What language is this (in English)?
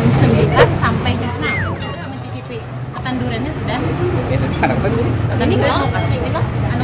Banjar